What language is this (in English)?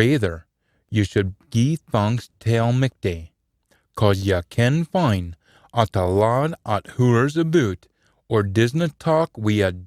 Scots